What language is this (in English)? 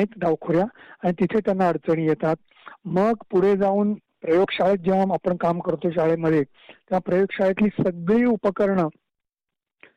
Marathi